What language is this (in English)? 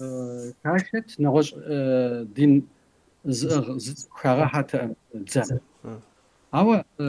Kabardian